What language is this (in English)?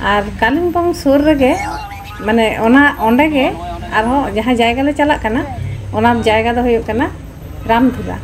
Santali